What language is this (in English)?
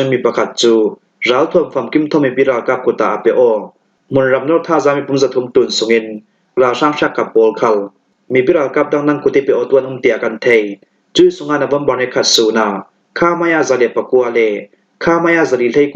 Falam Chin